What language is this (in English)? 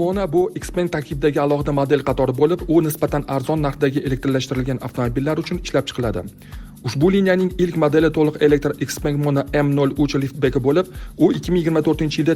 Uzbek